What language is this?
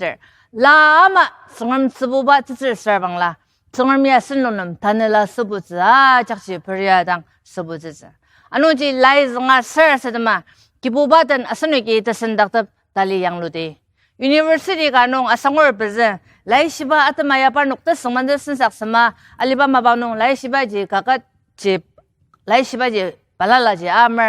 Ao Naga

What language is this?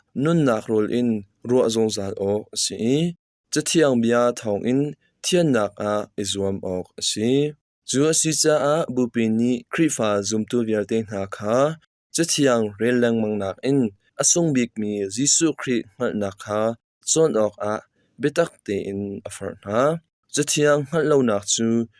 Hakha Chin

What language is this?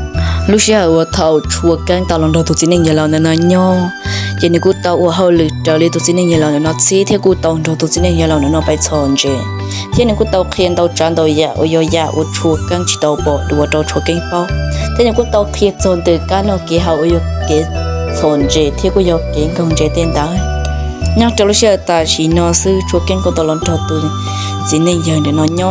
Hmong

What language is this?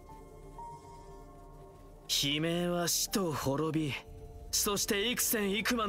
Japanese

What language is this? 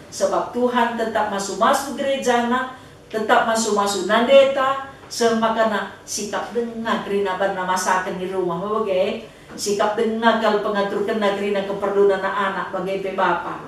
Batak Karo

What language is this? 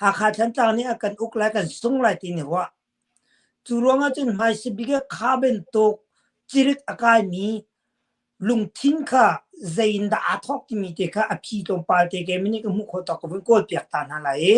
Hakha Chin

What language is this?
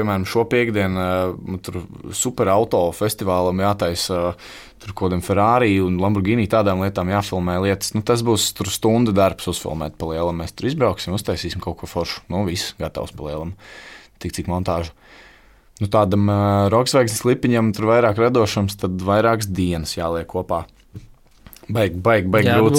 Latvian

